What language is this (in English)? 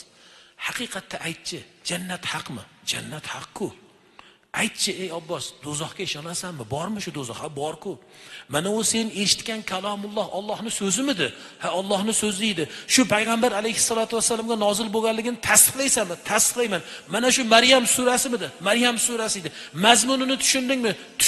Uzbek